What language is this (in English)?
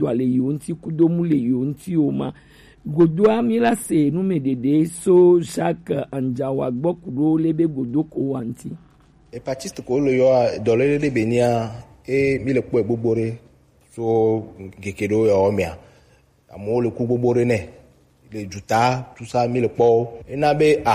Gen